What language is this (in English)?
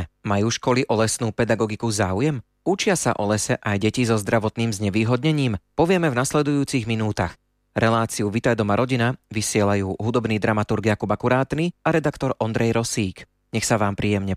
Slovak